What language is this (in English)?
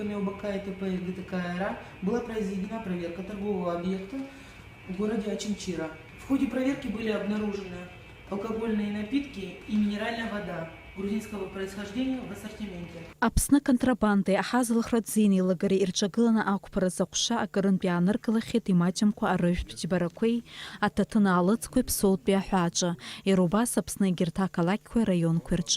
Abkhazian